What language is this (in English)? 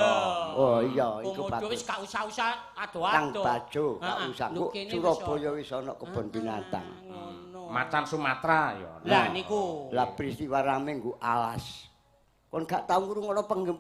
Javanese